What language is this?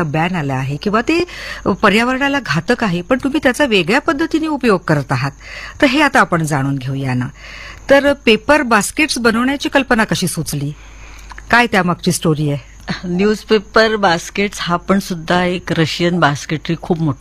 Marathi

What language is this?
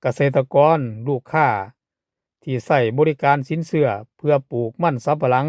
Lao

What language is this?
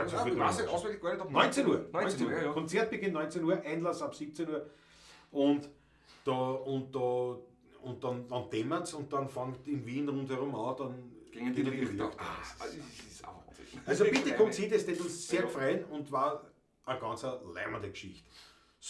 Bavarian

